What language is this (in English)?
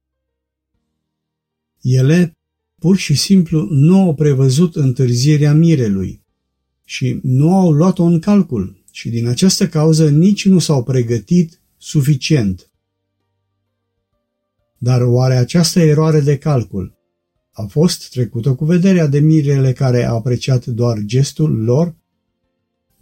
Romanian